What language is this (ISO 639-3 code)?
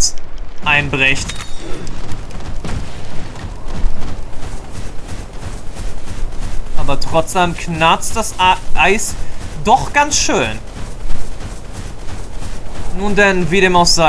deu